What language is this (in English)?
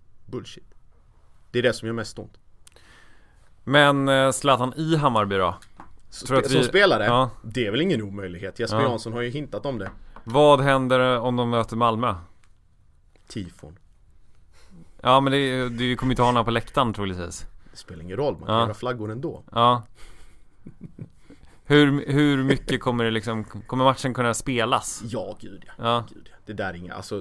Swedish